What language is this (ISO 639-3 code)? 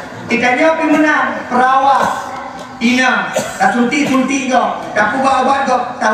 ace